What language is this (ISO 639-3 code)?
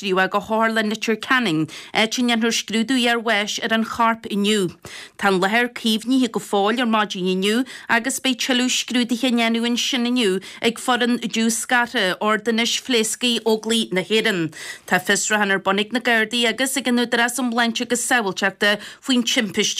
gle